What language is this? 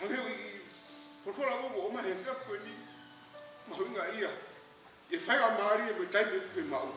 Tongan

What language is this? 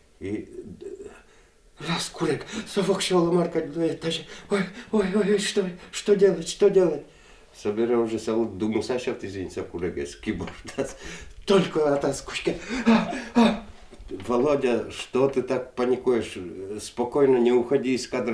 Udmurt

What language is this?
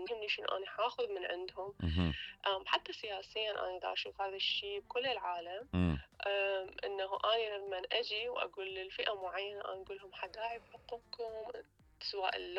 Mesopotamian Arabic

